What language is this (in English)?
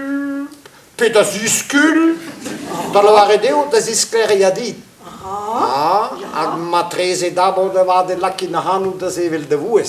Breton